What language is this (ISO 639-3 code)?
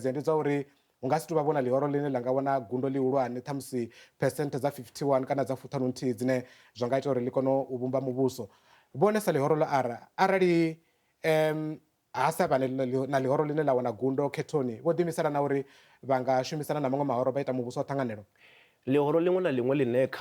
ven